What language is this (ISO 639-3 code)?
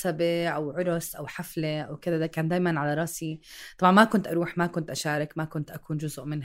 apc